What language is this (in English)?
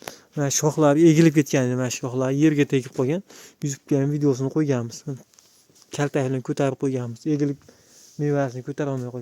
Uzbek